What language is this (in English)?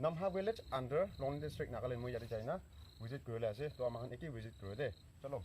Naga Pidgin